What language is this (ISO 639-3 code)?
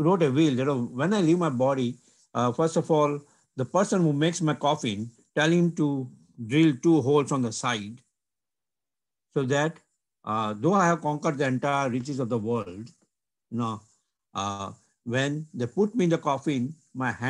eng